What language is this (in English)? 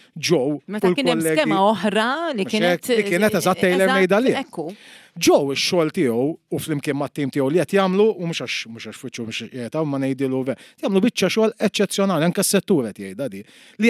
Maltese